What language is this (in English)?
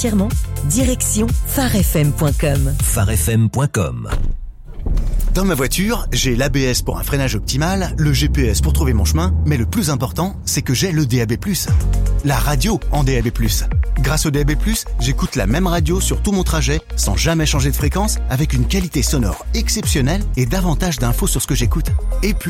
French